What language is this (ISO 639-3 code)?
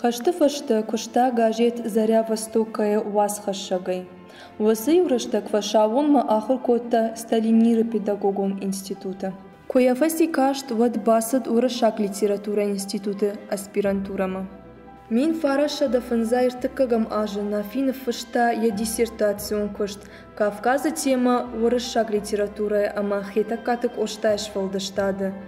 oss